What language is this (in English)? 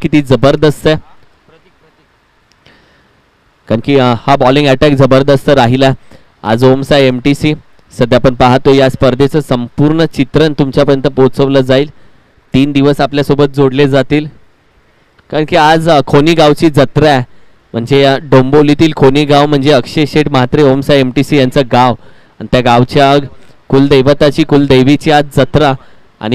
Marathi